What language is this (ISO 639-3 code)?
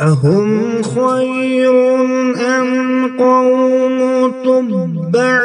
kas